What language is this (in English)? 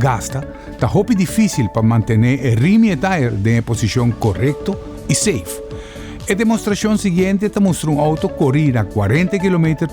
Papiamento